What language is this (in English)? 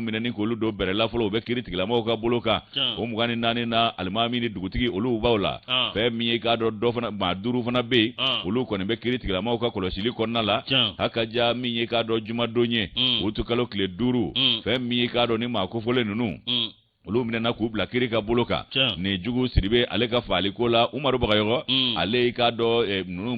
Bambara